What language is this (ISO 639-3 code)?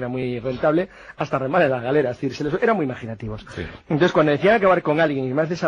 spa